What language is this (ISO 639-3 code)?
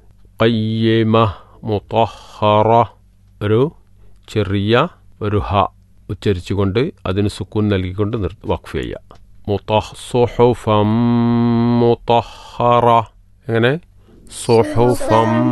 mal